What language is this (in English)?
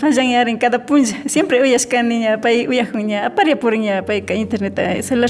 Imbabura Highland Quichua